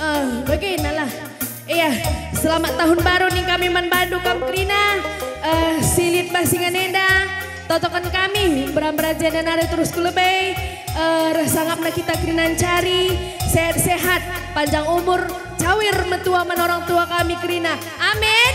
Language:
Batak Karo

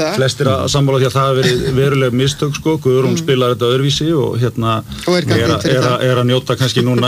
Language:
Icelandic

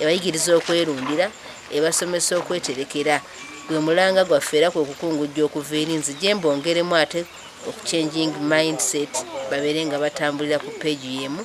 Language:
Ganda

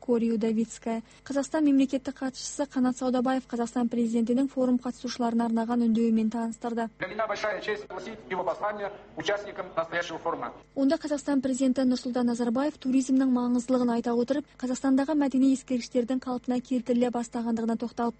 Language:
Kazakh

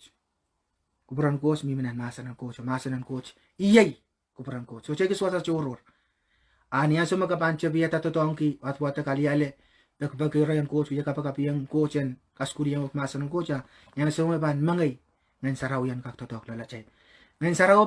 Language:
Pohnpeian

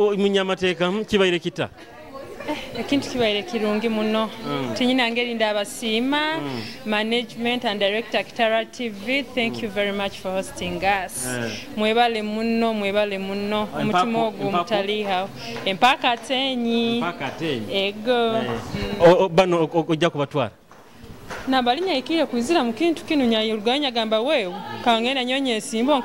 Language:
Nyoro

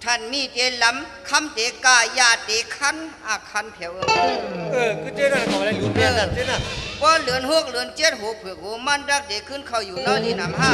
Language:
Shan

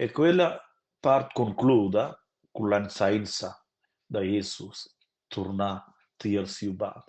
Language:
Romansh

